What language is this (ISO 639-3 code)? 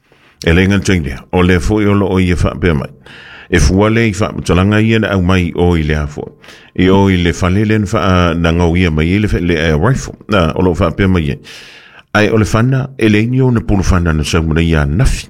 smo